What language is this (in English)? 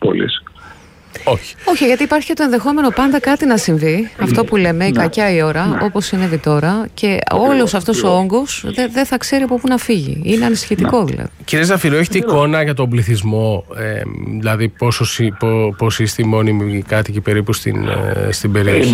Greek